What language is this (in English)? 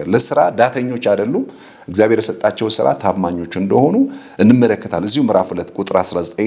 Amharic